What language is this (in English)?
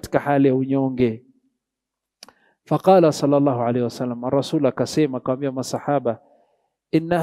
Swahili